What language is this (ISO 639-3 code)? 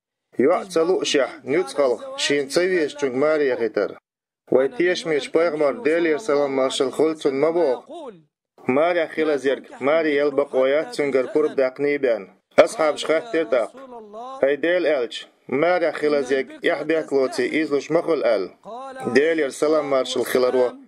che